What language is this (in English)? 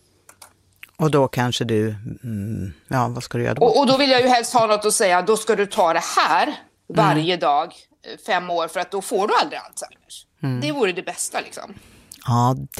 Swedish